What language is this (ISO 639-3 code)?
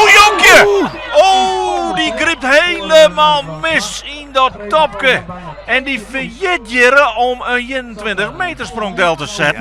fry